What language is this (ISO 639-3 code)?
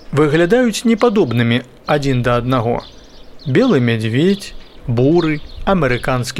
bel